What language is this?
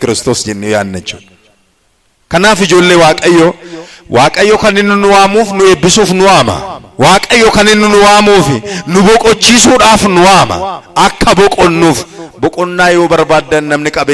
Oromo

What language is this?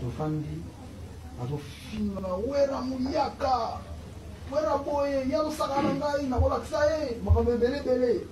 Lingala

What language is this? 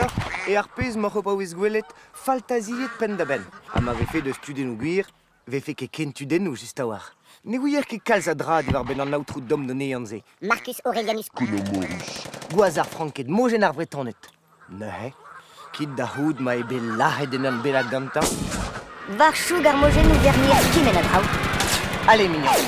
Breton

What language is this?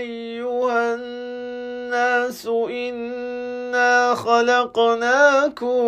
Divehi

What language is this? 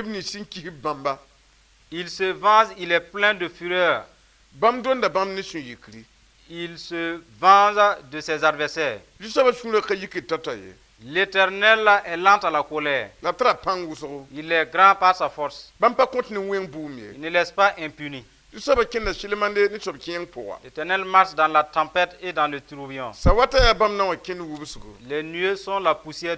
Mossi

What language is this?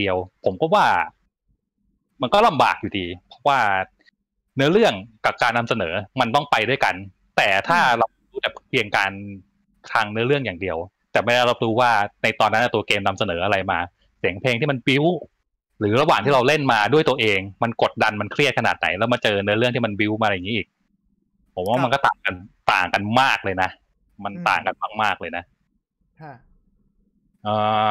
Thai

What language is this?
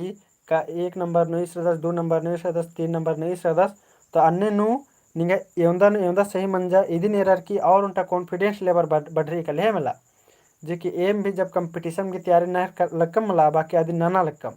Kurukh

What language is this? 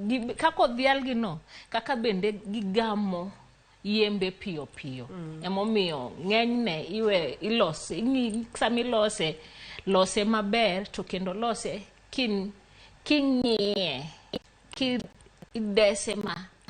Luo (Kenya and Tanzania)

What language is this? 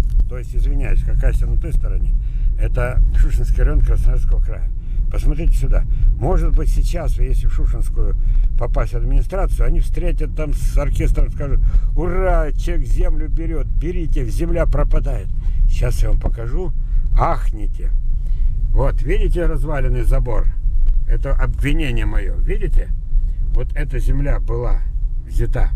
Russian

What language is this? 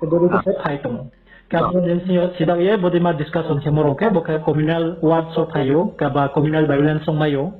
Riang (India)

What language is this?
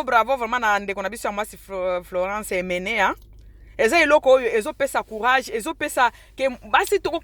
Lingala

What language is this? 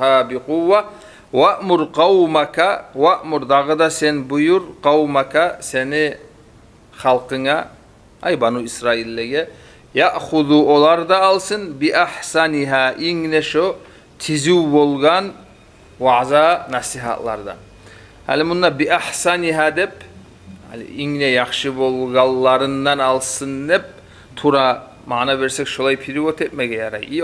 Kumyk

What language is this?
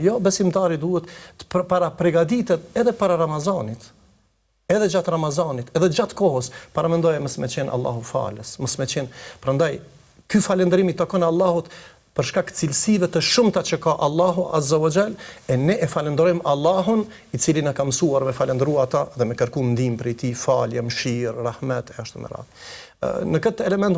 Albanian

